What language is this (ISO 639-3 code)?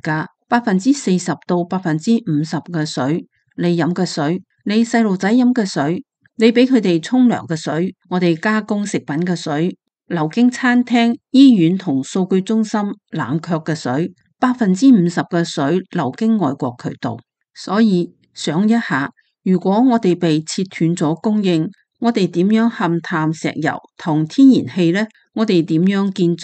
yue